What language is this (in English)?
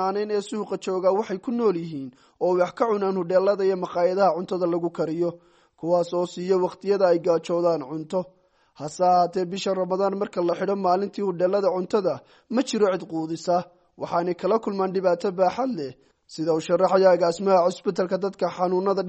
Somali